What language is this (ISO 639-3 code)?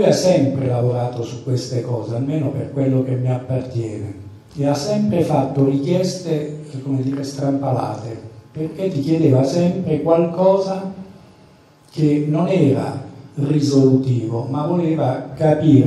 ita